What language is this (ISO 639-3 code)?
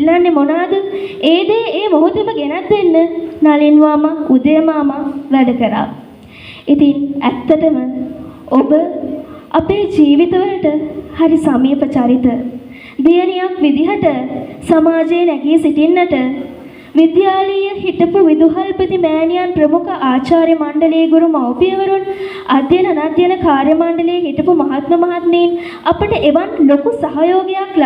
sin